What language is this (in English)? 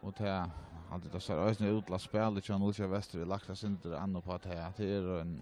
Faroese